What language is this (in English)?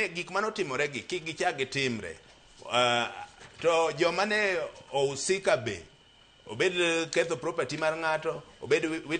Luo (Kenya and Tanzania)